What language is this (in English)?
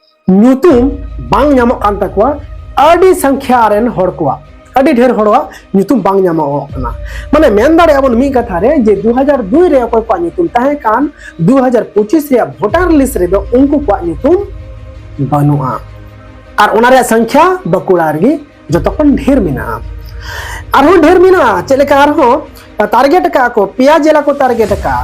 Santali